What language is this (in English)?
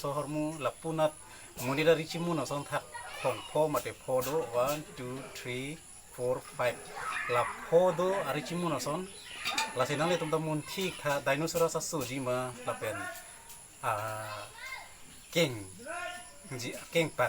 Karbi